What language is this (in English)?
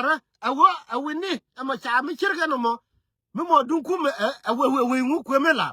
Nuer